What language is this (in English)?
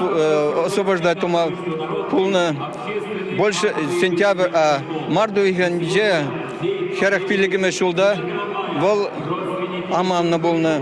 Chuvash